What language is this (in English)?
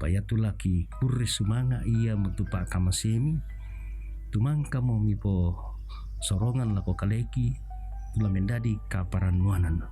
Toraja-Sa'dan